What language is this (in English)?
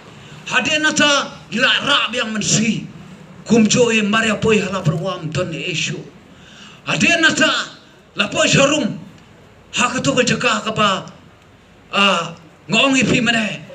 Khasi